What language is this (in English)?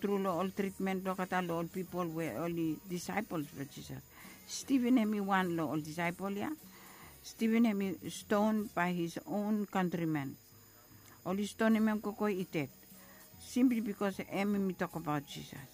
Bislama